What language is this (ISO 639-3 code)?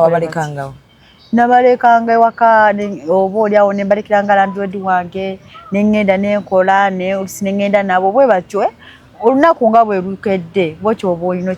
lug